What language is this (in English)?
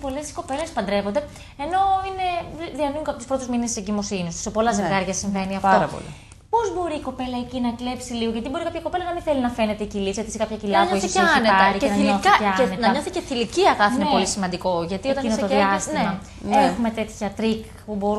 Greek